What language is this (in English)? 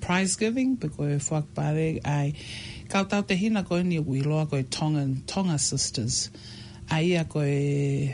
Tongan